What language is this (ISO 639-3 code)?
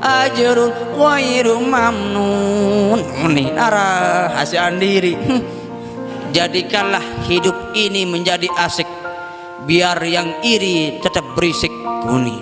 sas